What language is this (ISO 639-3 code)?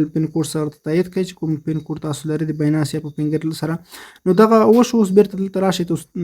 pus